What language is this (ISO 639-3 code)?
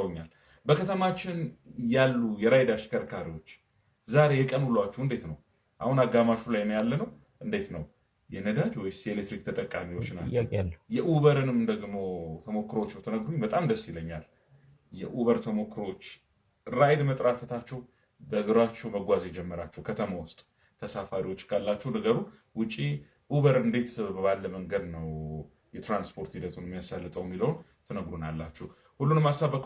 amh